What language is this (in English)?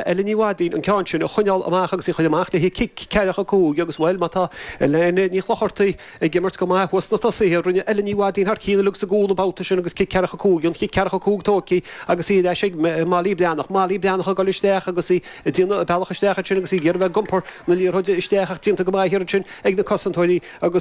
Irish